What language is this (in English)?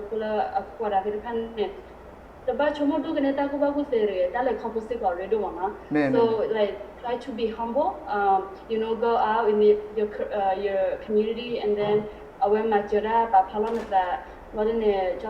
S'gaw Karen